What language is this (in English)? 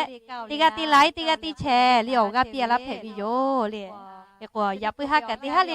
Lahu